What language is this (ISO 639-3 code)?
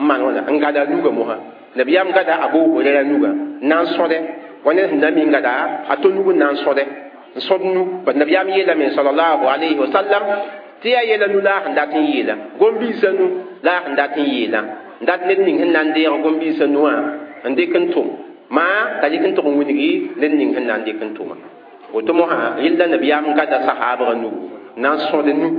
mos